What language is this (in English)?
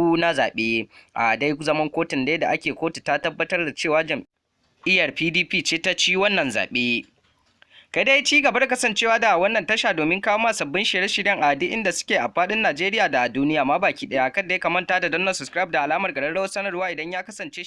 Hausa